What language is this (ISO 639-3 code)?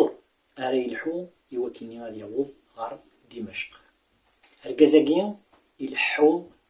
kab